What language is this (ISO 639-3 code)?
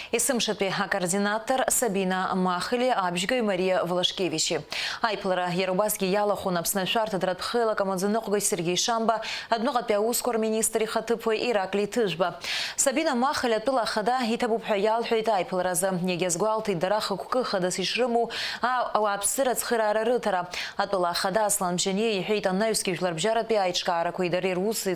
abk